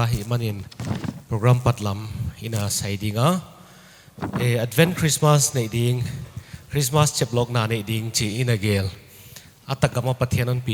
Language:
Paite Chin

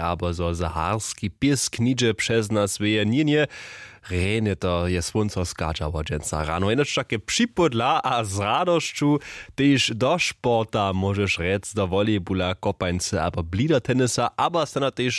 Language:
Upper Sorbian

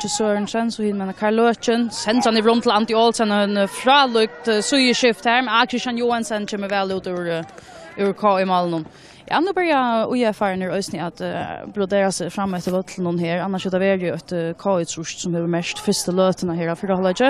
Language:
Faroese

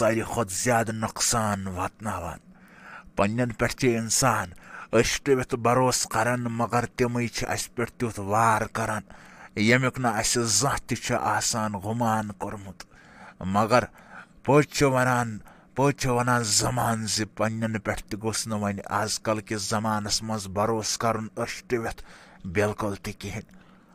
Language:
Kashmiri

